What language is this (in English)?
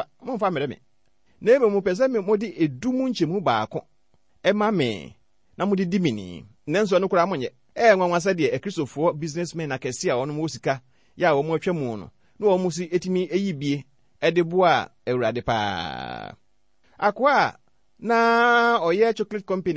Akan